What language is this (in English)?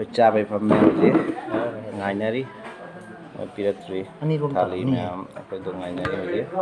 Manipuri